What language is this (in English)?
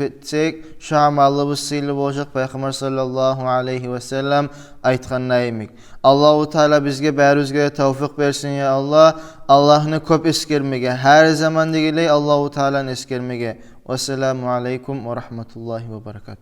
Kumyk